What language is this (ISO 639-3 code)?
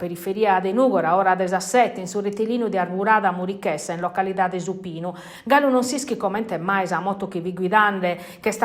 srd